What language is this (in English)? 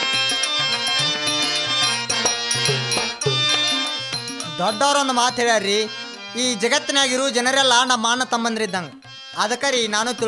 Kannada